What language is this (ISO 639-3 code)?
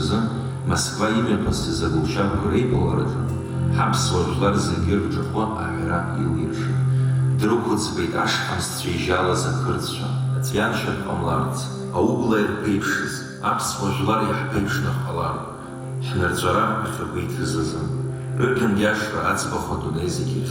abk